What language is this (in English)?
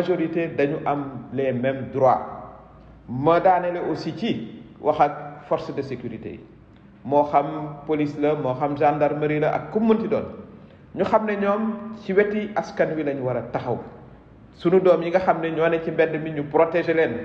Wolof